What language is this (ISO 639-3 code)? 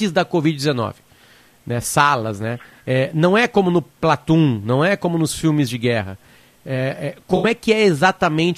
por